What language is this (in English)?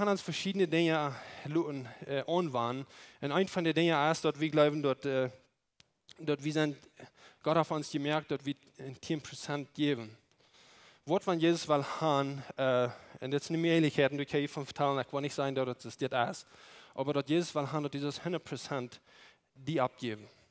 Plautdietsch